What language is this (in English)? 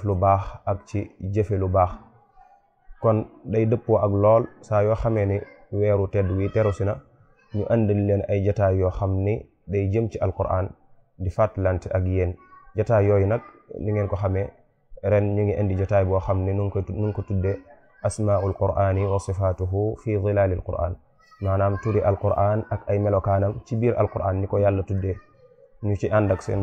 Wolof